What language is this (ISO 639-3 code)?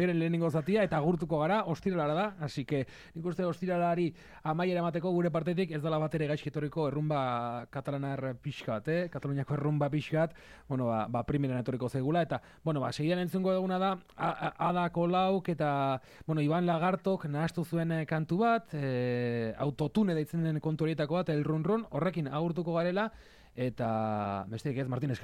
eus